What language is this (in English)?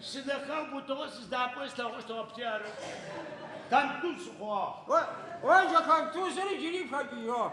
Adyghe